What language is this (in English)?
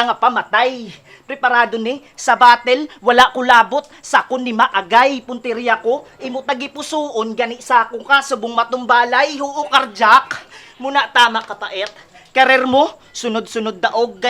Hiligaynon